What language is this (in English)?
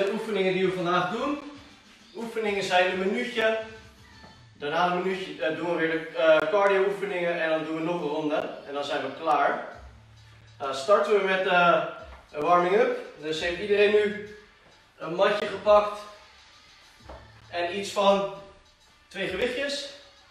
Dutch